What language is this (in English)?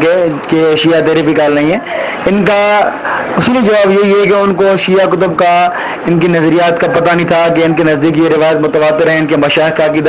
Urdu